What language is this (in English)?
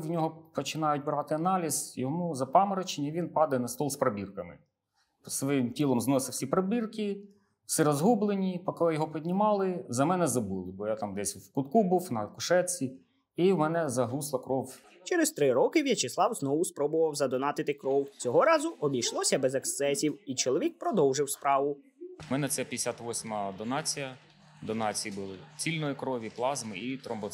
Ukrainian